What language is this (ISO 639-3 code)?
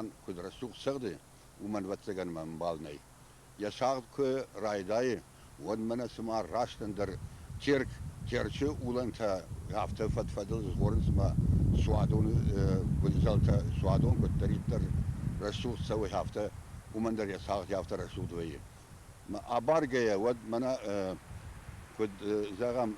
oss